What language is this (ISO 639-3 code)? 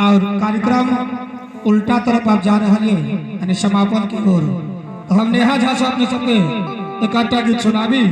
mai